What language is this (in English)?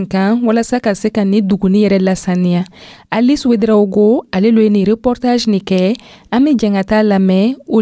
Dyula